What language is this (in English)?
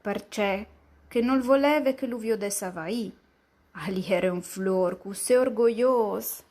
Friulian